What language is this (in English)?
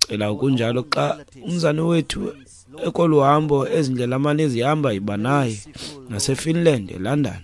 Xhosa